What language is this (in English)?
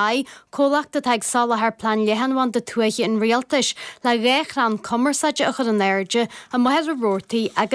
Irish